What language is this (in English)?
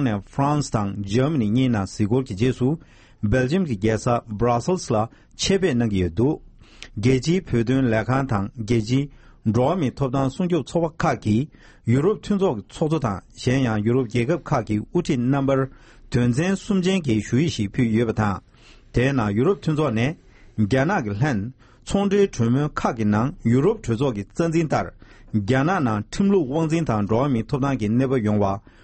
Tibetan